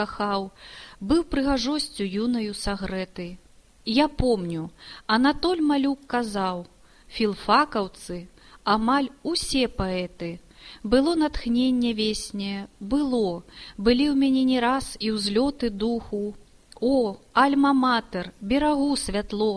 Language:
Belarusian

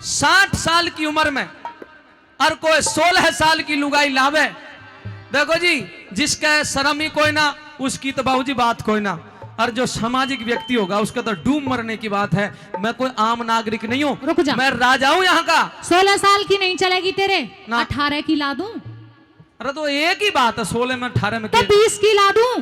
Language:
Haryanvi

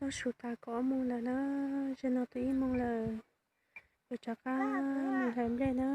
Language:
Hmong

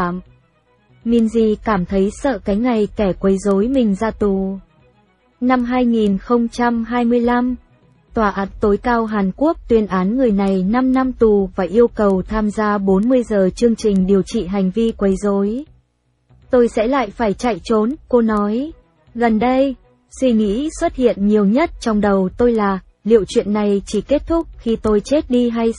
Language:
Vietnamese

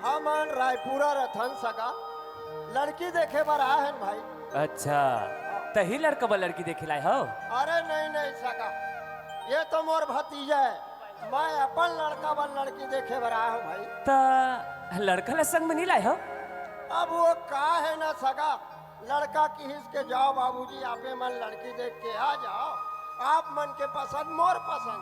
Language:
Chhattisgarhi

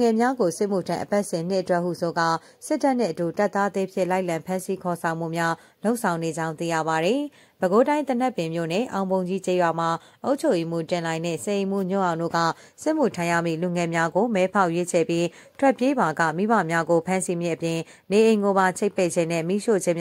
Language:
Burmese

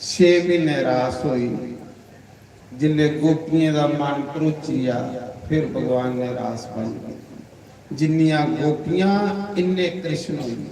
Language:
Dogri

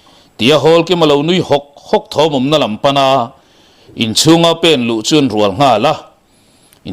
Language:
Mizo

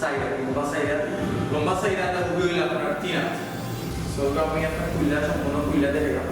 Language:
Sylheti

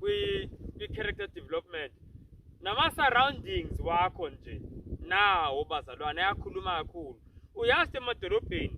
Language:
Zulu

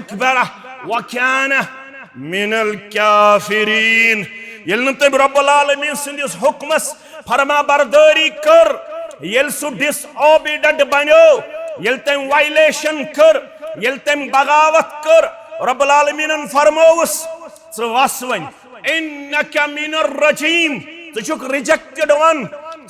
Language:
Kashmiri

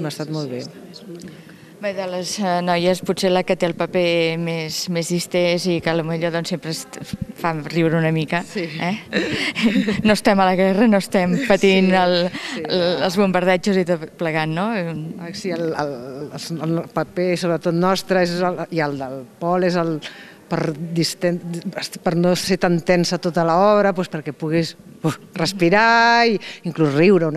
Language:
Catalan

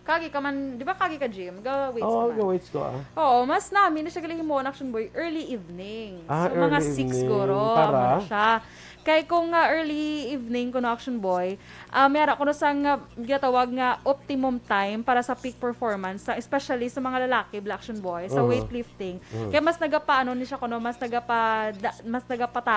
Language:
Hiligaynon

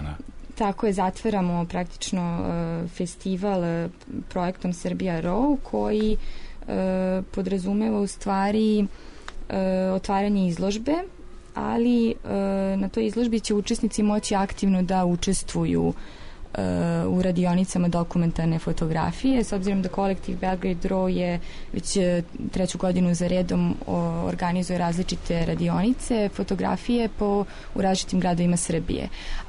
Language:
Serbian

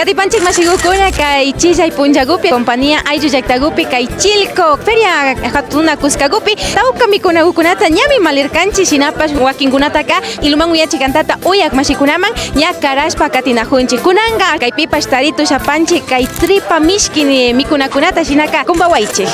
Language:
Imbabura Highland Quichua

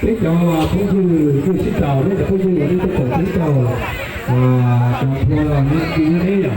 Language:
Hmong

